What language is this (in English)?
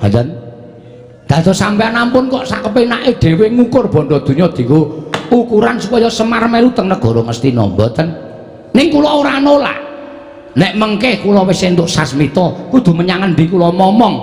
Javanese